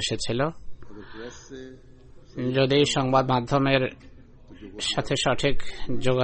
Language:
Bangla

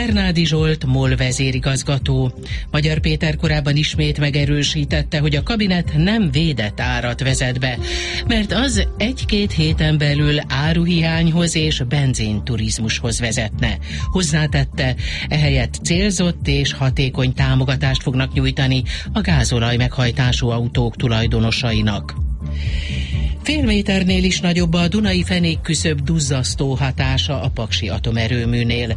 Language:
Hungarian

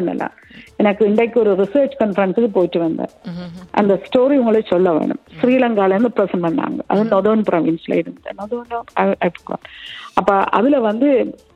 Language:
Tamil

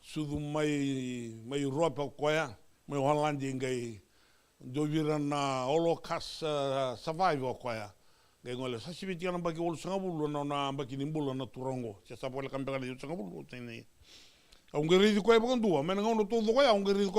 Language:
Fijian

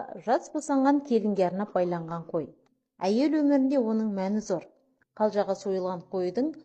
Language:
Kazakh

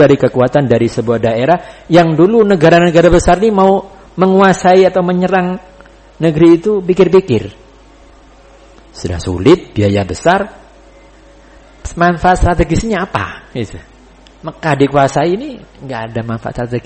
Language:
Indonesian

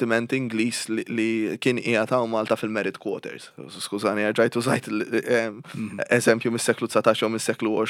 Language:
Maltese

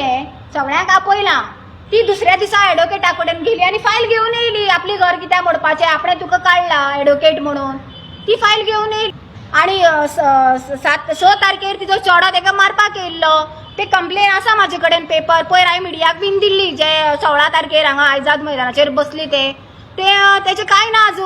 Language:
Konkani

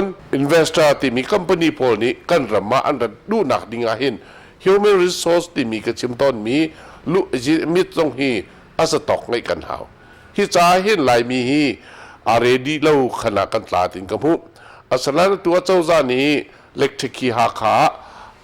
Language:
Hakha Chin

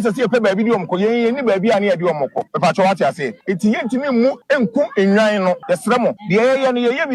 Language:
Akan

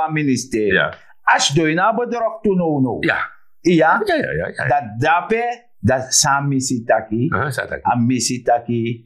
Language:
Sranan Tongo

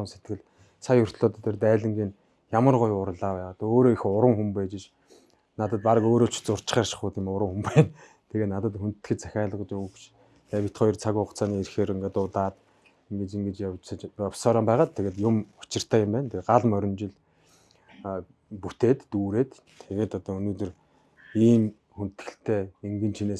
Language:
Mongolian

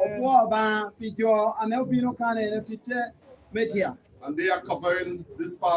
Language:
Lango (Uganda)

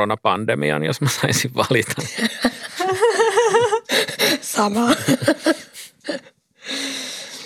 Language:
Finnish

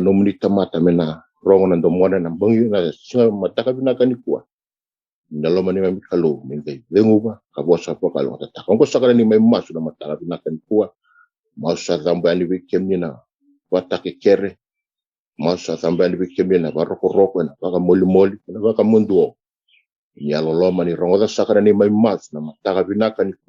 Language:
Fijian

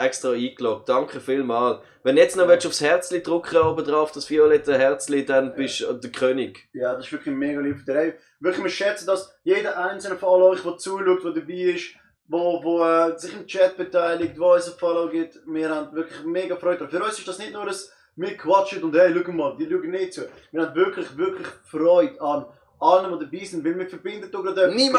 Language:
Swiss German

